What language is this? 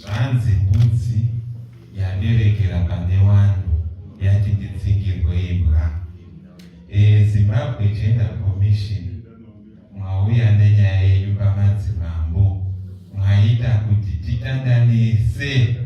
Shona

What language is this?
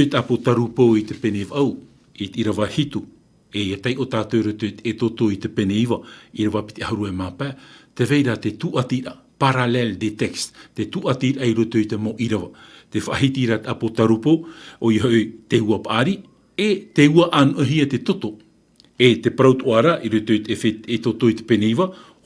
Tahitian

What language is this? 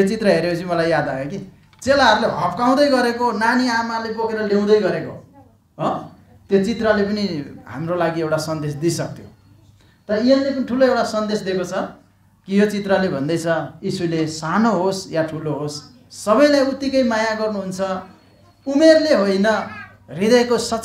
Nepali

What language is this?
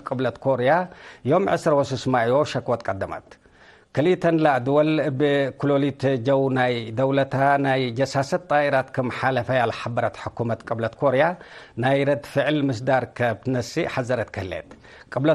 Tigre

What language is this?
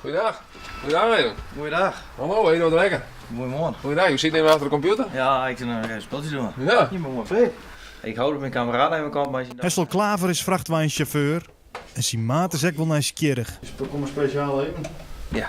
Western Frisian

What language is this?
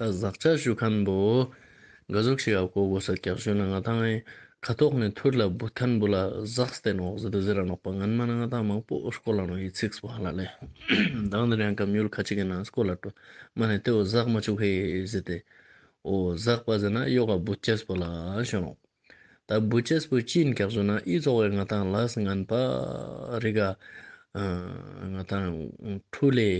Ladakhi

